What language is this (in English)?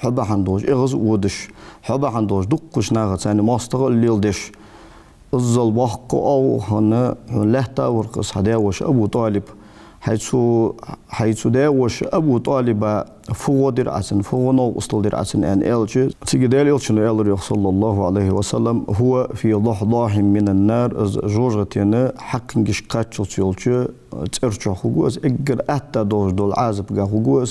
Ingush